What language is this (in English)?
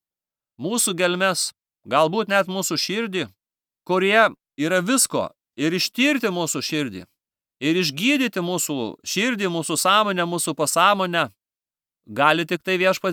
Lithuanian